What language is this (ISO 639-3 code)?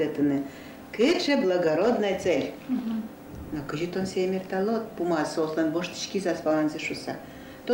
udm